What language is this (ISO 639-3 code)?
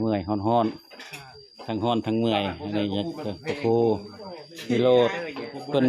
tts